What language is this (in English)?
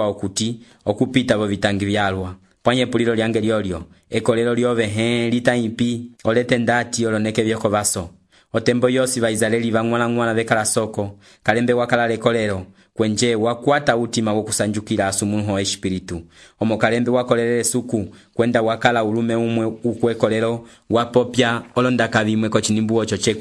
Umbundu